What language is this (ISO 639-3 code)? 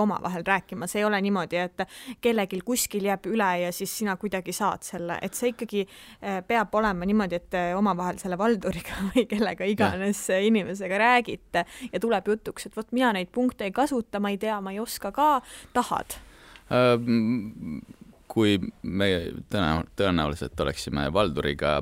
est